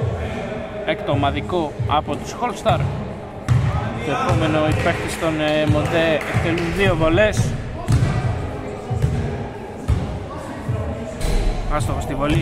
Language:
Greek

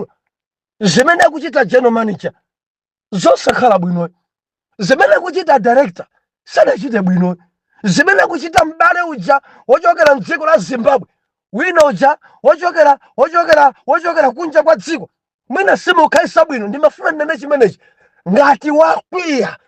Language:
Nyanja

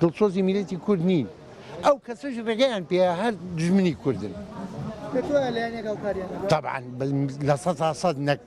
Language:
Central Kurdish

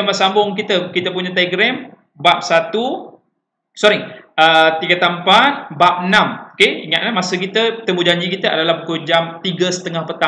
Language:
Malay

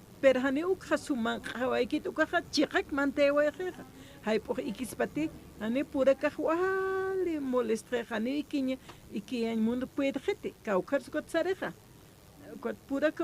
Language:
Aymara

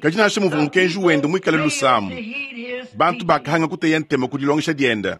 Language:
Luba-Lulua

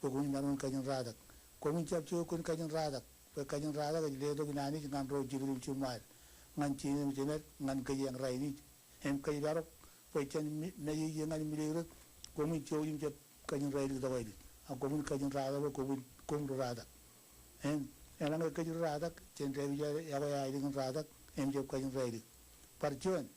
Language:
Marshallese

